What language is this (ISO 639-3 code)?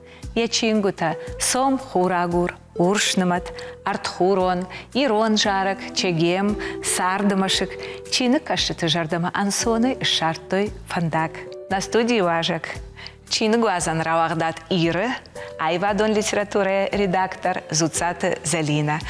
oss